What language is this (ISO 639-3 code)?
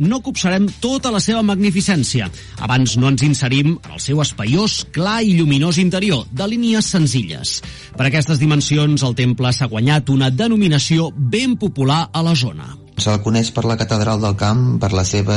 cat